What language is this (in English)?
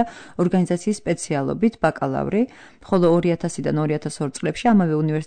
Georgian